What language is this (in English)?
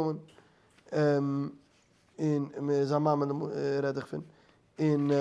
Yiddish